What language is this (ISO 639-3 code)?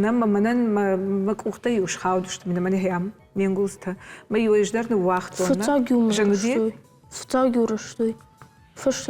oss